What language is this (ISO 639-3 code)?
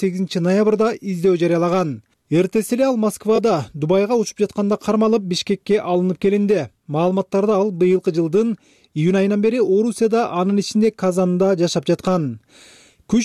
kir